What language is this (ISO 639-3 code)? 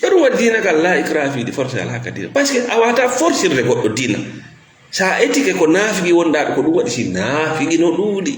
ful